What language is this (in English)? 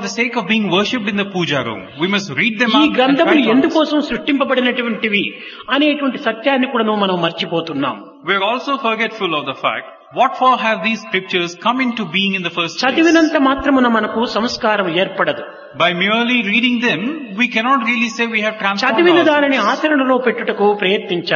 Telugu